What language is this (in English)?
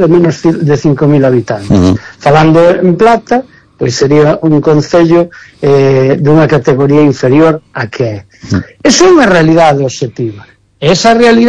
Galician